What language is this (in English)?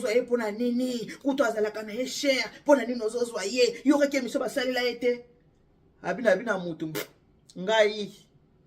Lingala